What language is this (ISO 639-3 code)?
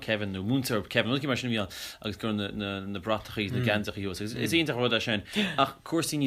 gle